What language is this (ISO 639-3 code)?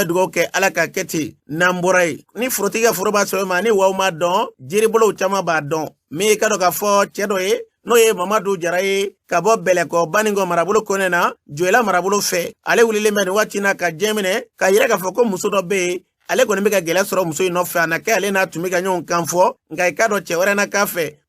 bam